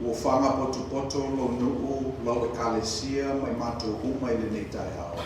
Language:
Samoan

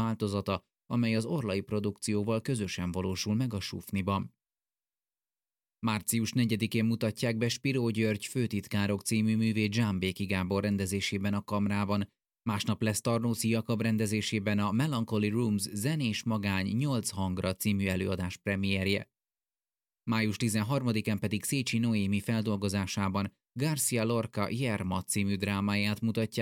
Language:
Hungarian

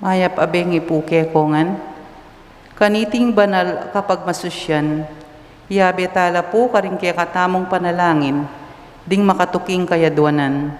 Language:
Pampanga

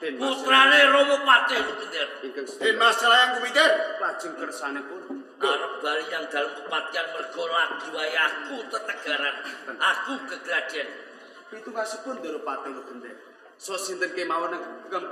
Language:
Javanese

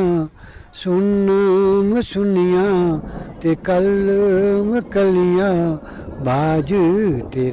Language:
Dogri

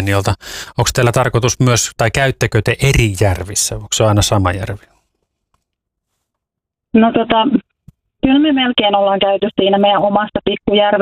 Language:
Finnish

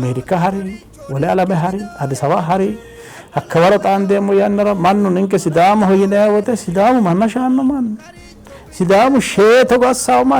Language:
Sidamo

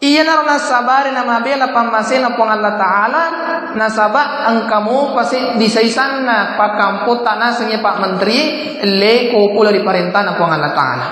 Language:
Buginese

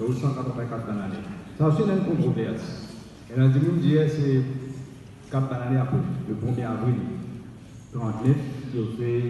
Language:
Morisyen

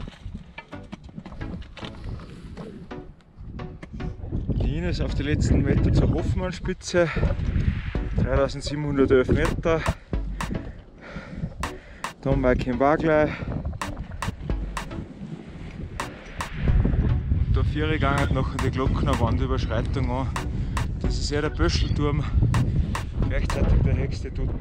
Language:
German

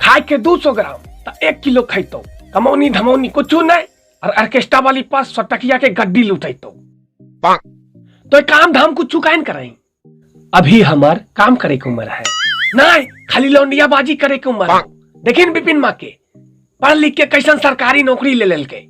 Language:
Magahi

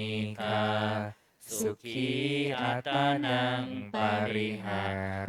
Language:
Pali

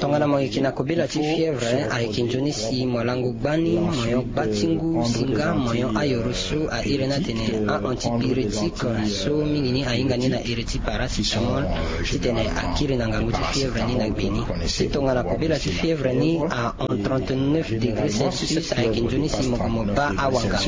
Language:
Sango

